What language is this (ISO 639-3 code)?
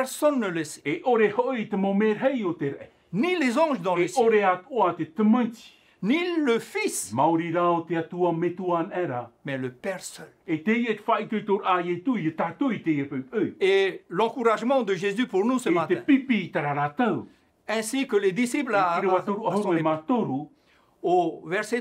tah